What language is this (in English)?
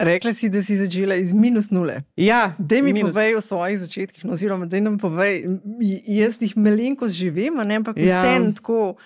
Slovenian